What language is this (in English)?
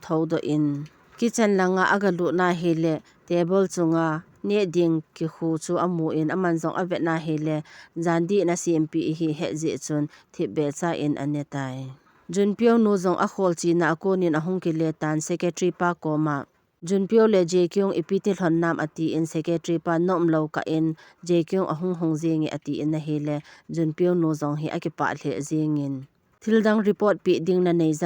Thado Chin